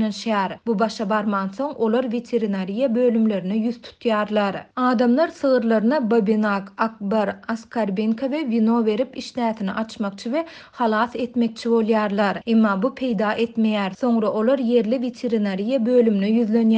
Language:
Turkmen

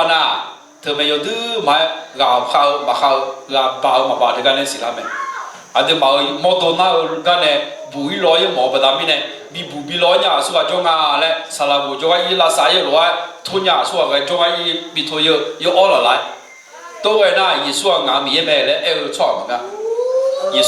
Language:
Akha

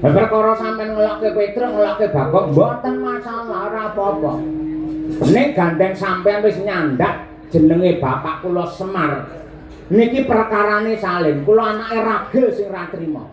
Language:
Javanese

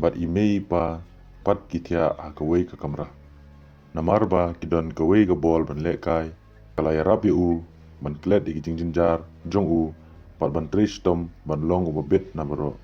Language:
Khasi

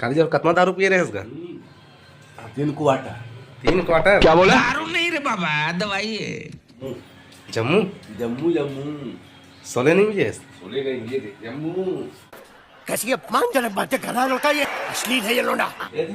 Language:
Chhattisgarhi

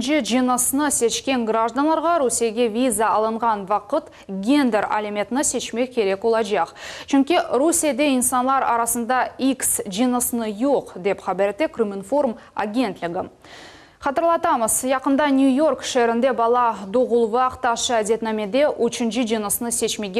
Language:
Crimean Tatar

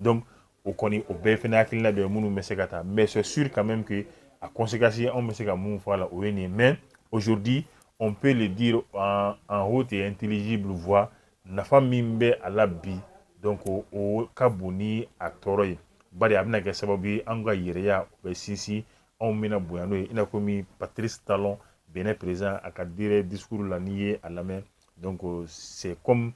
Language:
Bambara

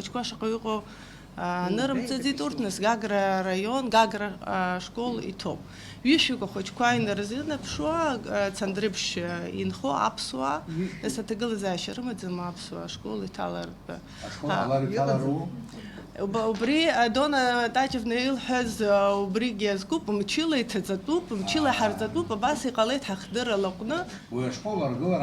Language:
Abkhazian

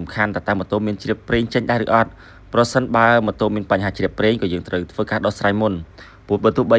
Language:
Khmer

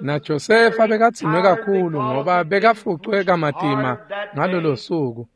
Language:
Swati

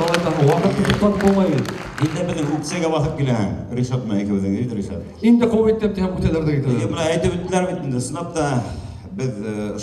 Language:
Bashkir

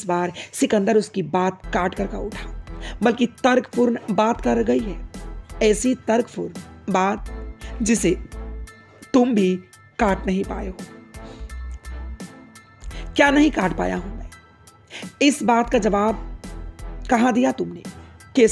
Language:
Hindi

